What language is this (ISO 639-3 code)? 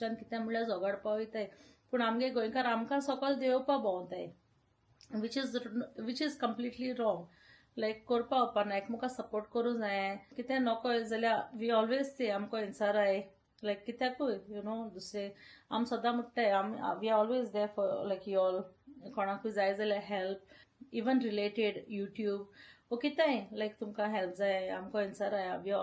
kok